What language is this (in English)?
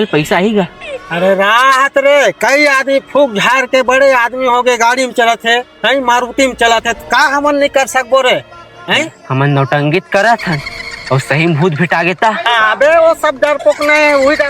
Chhattisgarhi